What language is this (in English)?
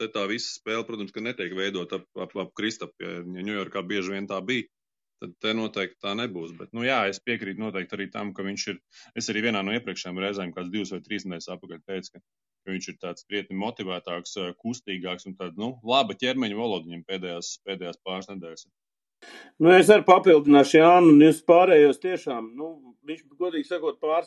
Latvian